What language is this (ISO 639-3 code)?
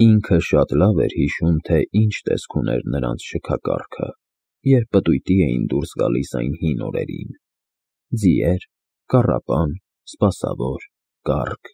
hye